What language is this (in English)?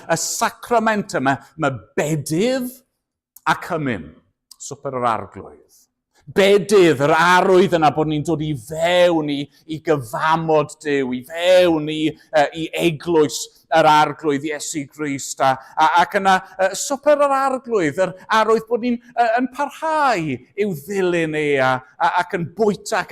Welsh